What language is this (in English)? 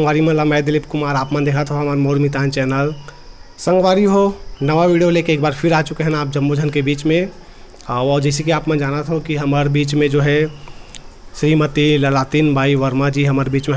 Chhattisgarhi